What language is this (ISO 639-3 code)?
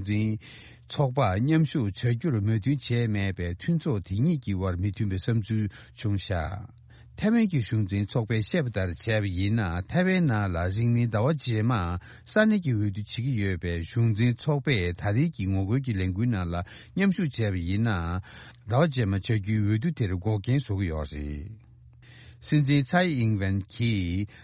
bod